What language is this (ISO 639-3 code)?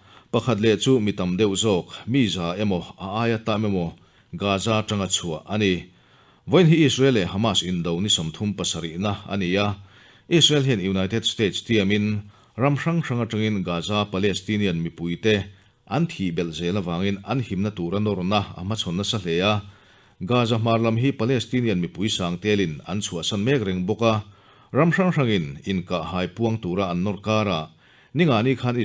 lus